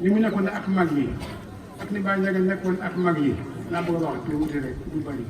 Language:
Wolof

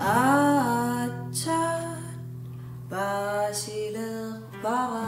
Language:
Kalaallisut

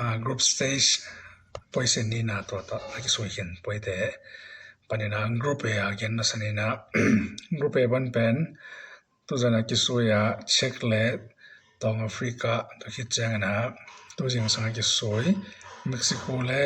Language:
Tedim Chin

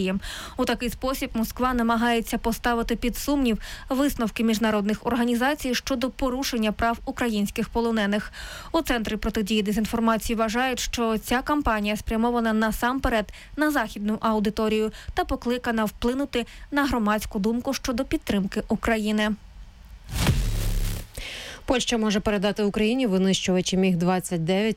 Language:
Ukrainian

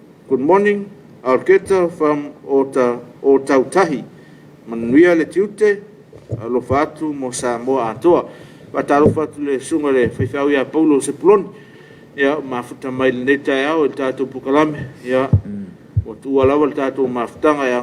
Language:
Samoan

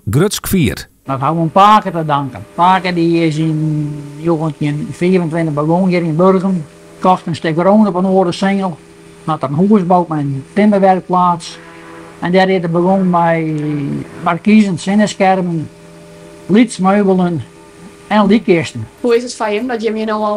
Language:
Western Frisian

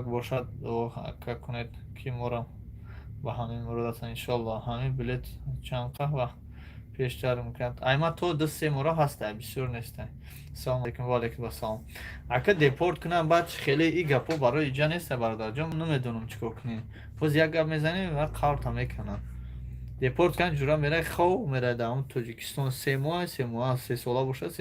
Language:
Tajik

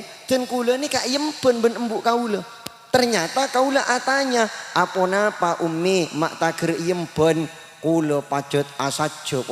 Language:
Madurese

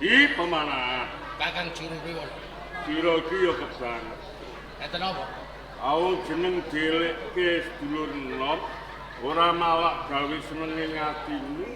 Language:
Javanese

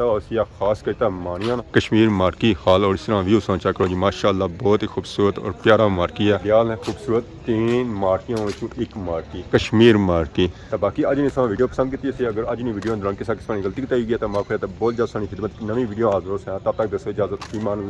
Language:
Pahari-Potwari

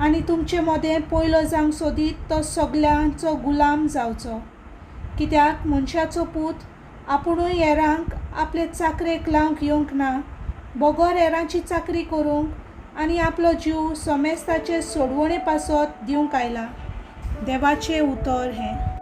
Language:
Konkani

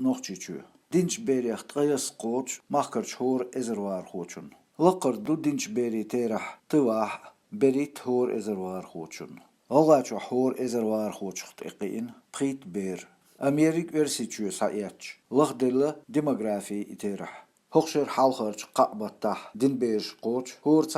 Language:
Chechen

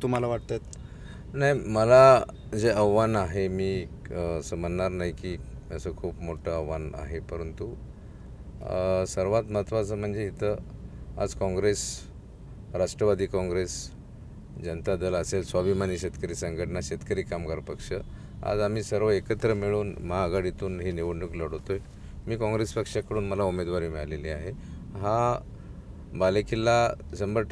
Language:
Marathi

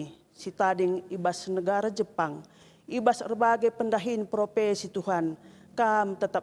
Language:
Batak Karo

